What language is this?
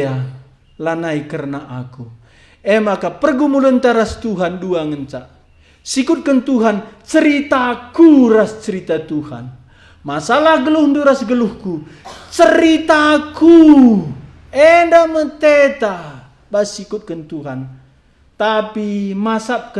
Batak Karo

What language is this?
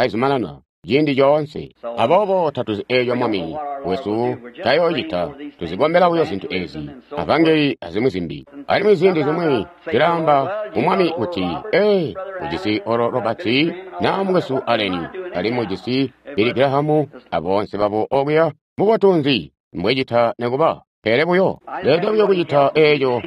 Tonga (Zambia)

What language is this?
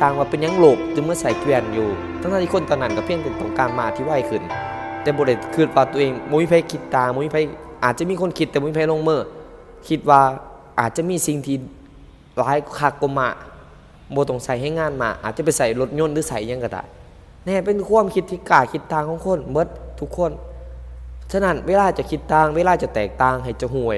Lao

